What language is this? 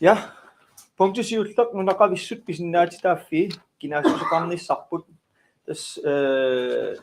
Kalaallisut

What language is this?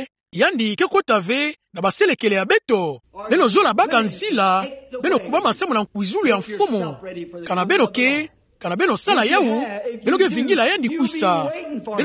Kituba (Democratic Republic of Congo)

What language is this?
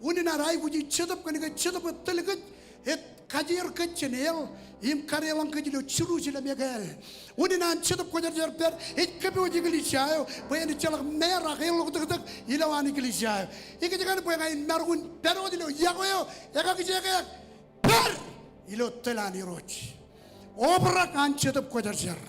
Marshallese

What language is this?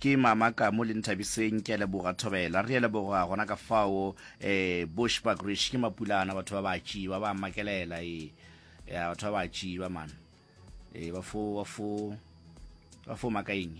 Northern Sotho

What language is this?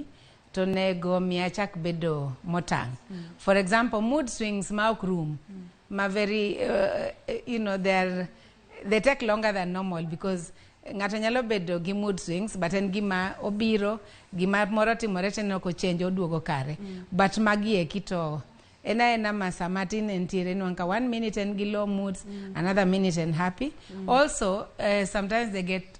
Luo (Kenya and Tanzania)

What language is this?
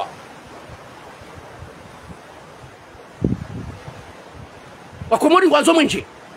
Swahili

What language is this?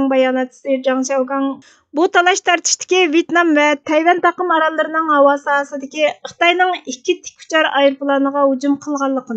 Uyghur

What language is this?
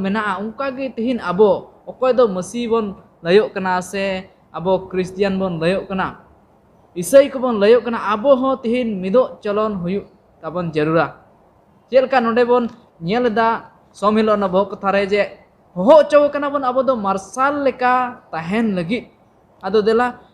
Santali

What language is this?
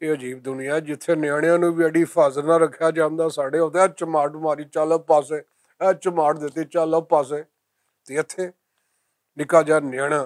Western Panjabi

